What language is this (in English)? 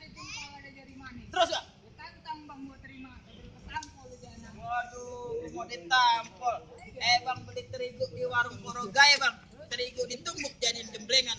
Betawi